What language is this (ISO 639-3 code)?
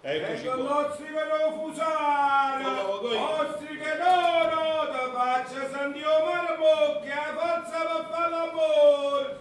nap